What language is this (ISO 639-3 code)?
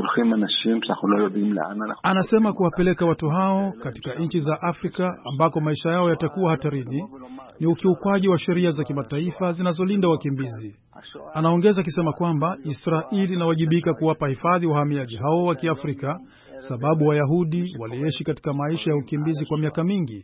swa